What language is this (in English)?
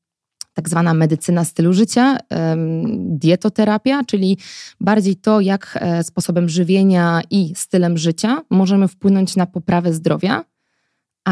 Polish